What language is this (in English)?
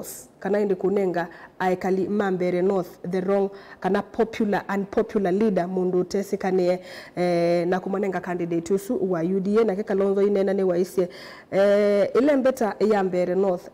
Kamba